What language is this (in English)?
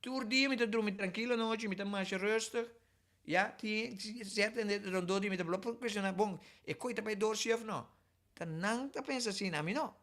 Papiamento